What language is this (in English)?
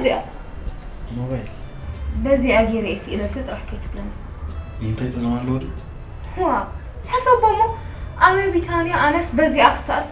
Tigrinya